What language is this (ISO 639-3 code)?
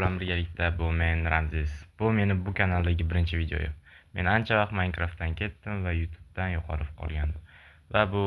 uzb